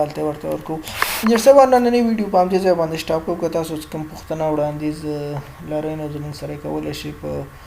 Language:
Pashto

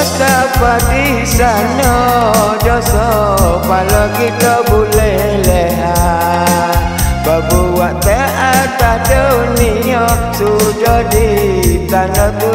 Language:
Malay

